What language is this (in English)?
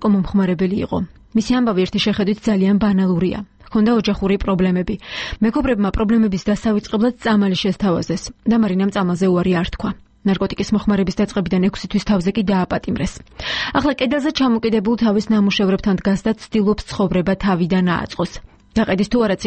Georgian